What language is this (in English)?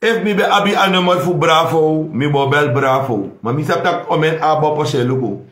Sranan Tongo